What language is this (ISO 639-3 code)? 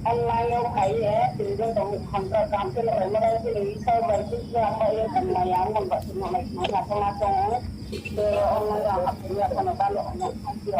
ria